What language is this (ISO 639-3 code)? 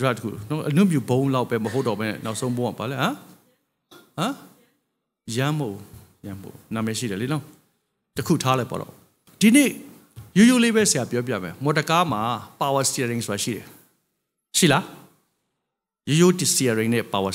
mya